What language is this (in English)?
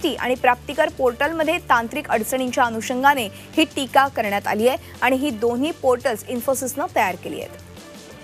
Marathi